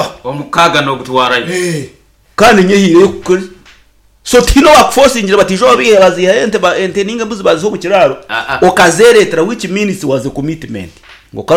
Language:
Nyankole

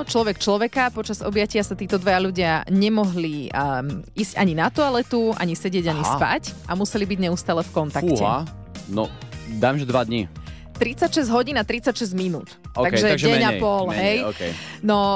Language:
Slovak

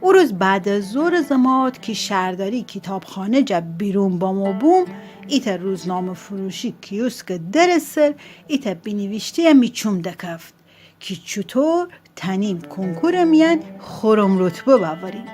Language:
Gilaki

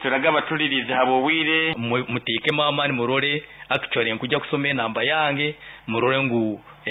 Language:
Nyoro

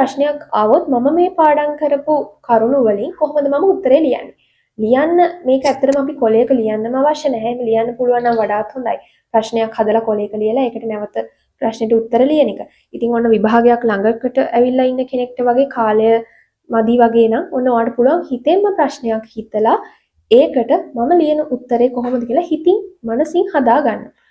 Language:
Sinhala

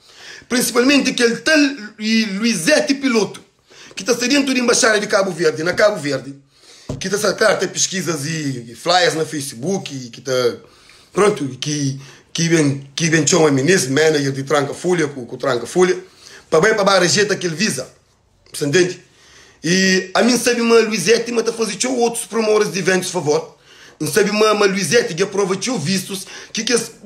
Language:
Kabuverdianu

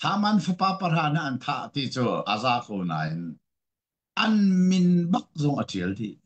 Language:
Hakha Chin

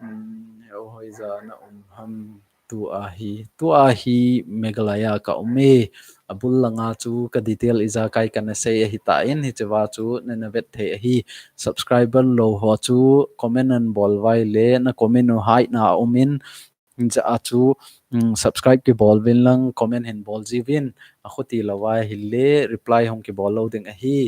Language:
Thado Chin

